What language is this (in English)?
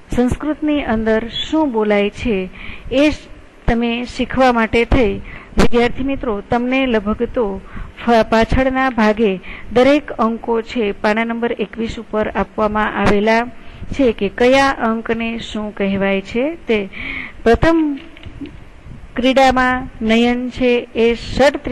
Gujarati